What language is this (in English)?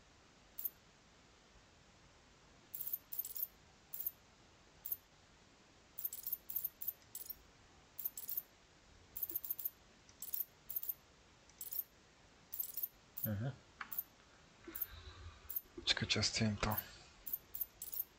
Slovak